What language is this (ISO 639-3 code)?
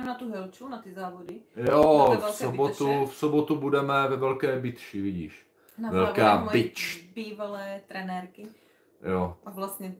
ces